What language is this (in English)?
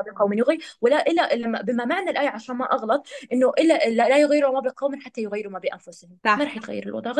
North Levantine Arabic